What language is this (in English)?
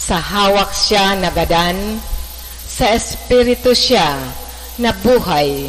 Bikol